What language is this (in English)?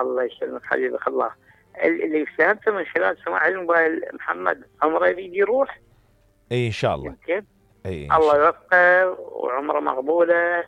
Mesopotamian Arabic